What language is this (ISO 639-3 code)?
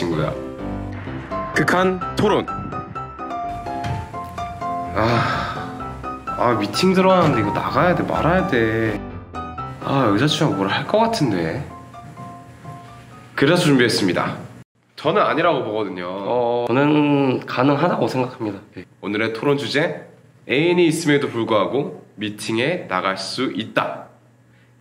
kor